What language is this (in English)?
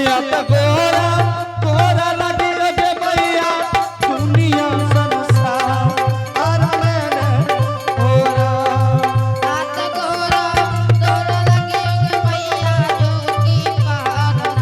Angika